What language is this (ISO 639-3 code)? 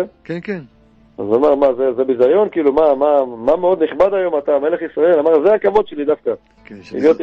heb